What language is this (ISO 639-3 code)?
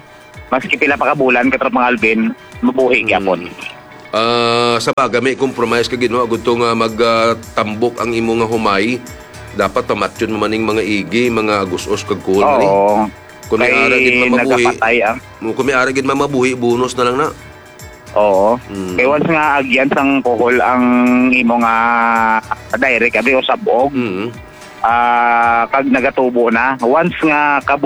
hil